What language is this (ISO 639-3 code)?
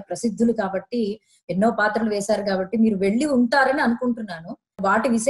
tel